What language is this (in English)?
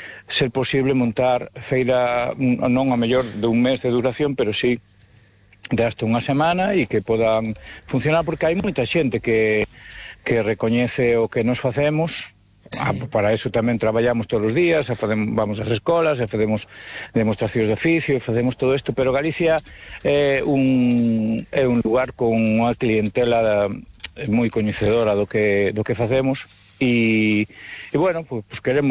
Galician